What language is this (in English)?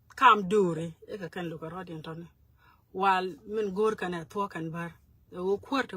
Nuer